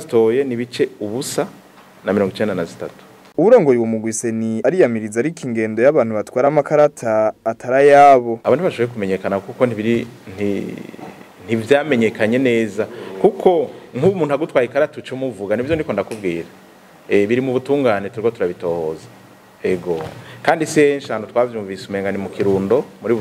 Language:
Rundi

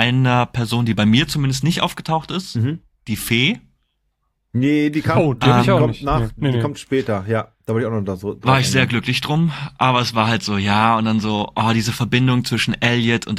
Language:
German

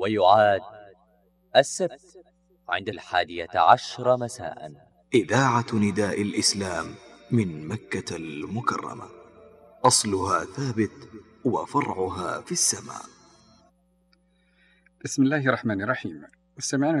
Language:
Arabic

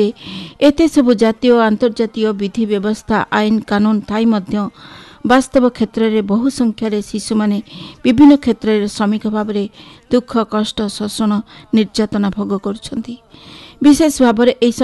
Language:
Odia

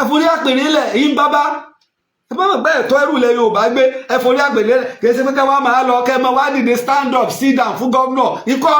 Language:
Yoruba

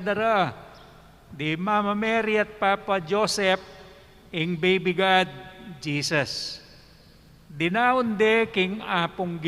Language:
Pampanga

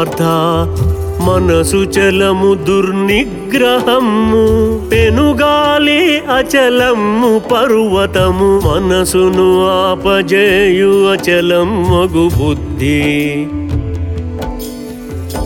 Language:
Telugu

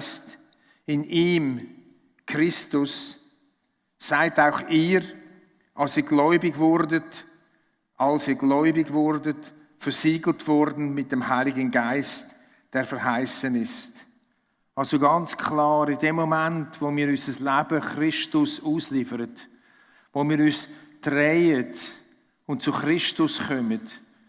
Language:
Swiss German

